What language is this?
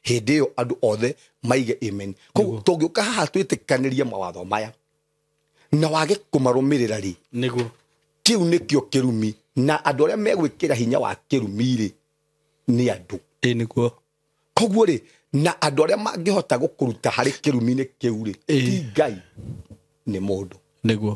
Kikuyu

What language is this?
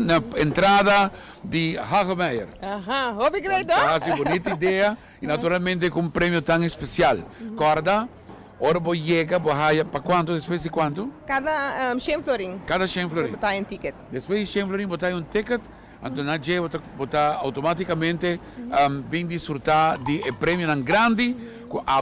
Papiamento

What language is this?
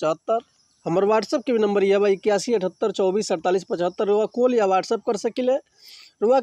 Bhojpuri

